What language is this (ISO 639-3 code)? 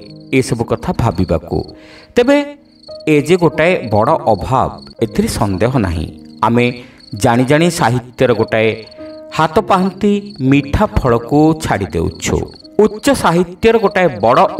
ori